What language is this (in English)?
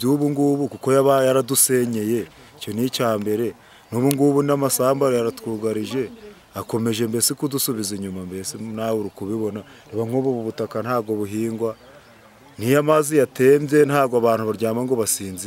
Kinyarwanda